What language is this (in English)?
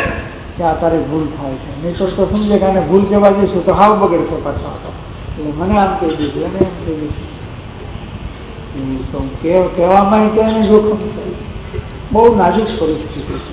Gujarati